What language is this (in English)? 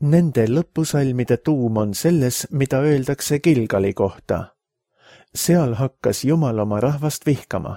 Estonian